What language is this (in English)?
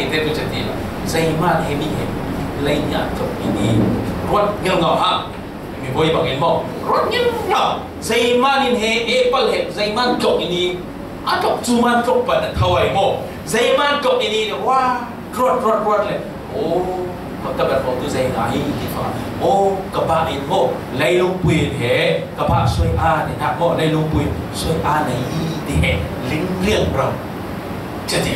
Falam Chin